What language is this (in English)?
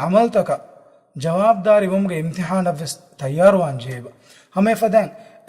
Divehi